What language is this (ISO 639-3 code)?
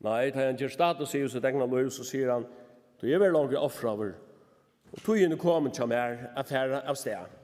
fao